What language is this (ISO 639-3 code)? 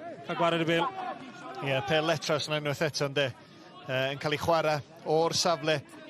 cym